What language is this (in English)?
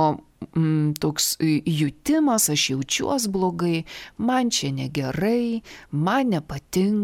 Lithuanian